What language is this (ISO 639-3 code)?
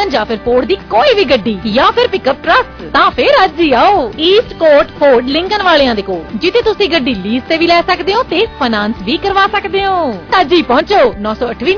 pan